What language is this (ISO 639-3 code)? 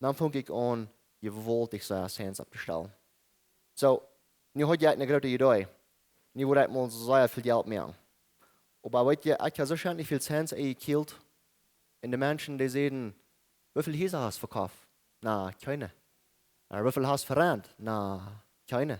pdt